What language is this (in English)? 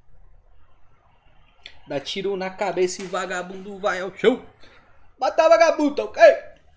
Portuguese